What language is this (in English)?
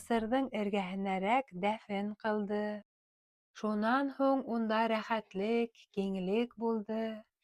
Bashkir